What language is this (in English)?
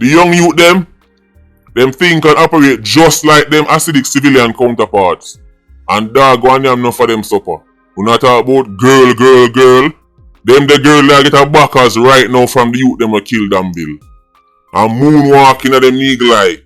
Jamaican Creole English